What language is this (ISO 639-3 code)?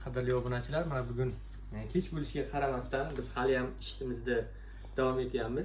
uzb